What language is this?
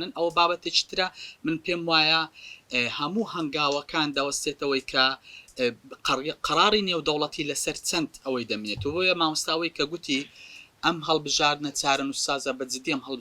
Central Kurdish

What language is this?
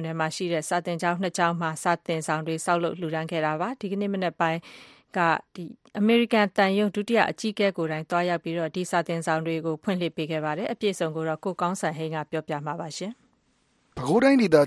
Burmese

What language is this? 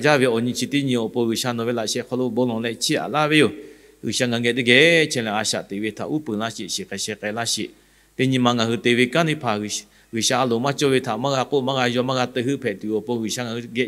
Lahu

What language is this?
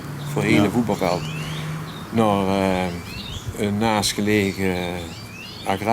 Limburgish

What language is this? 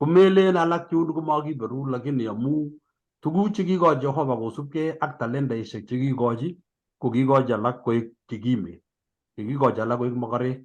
Kalenjin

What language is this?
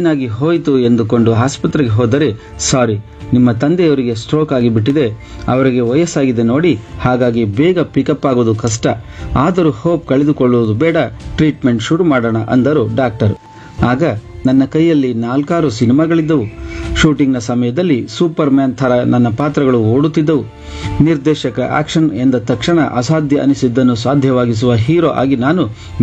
Kannada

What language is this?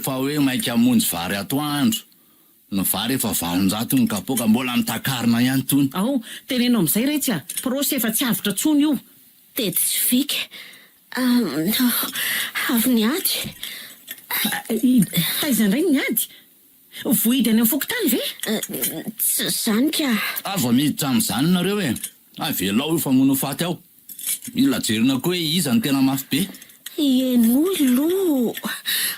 Malagasy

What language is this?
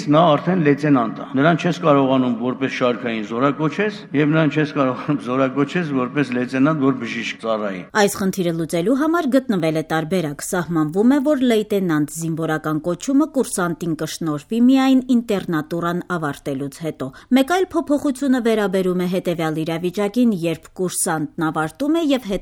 Armenian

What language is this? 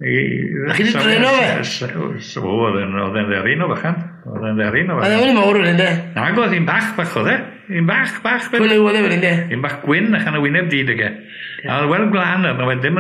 Welsh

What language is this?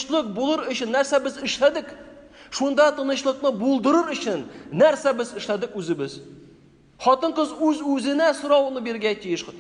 Tatar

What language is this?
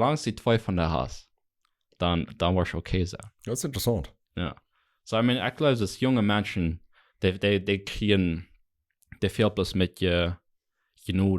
Plautdietsch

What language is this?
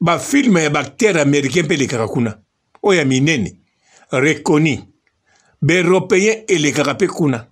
Lingala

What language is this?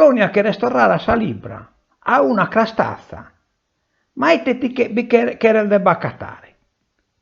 Sardinian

